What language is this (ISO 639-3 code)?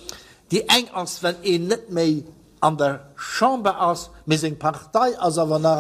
ltz